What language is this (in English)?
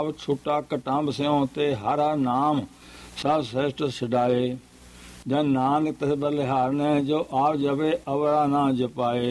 Punjabi